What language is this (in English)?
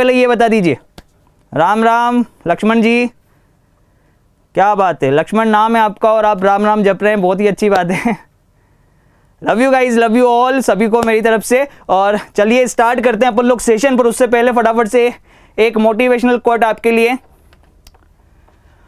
Hindi